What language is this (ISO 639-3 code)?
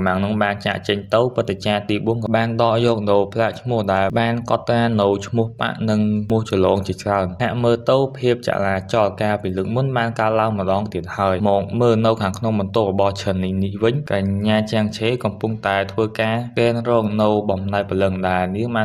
khm